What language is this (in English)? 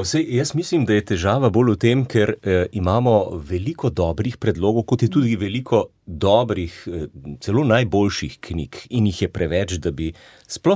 Slovenian